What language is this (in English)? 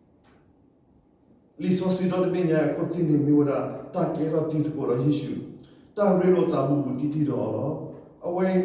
S'gaw Karen